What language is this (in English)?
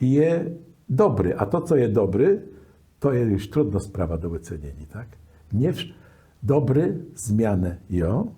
Kashubian